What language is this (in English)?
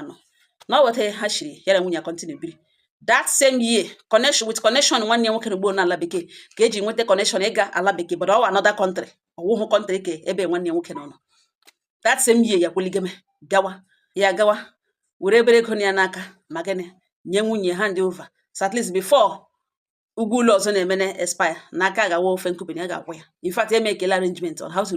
Igbo